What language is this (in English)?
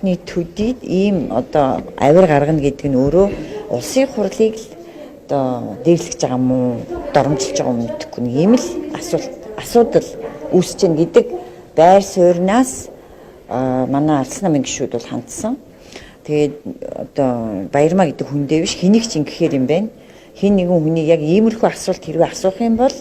Mongolian